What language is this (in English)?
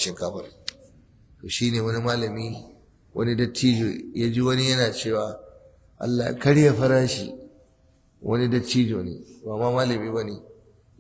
Hausa